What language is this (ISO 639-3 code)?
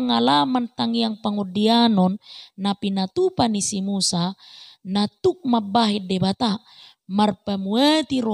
bbc